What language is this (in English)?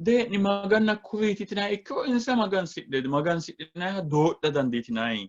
Sidamo